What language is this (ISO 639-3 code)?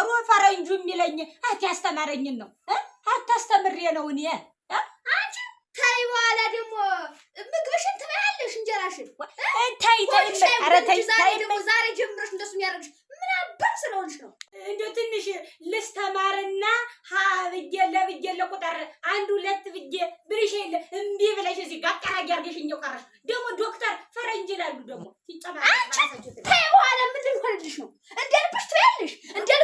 amh